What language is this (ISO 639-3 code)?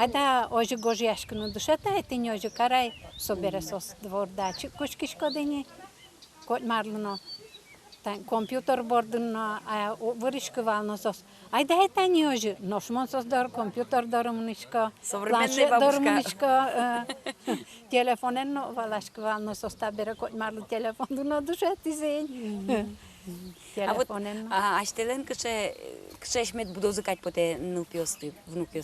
udm